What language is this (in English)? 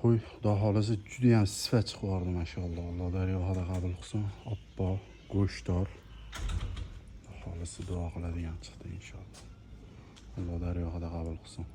Uzbek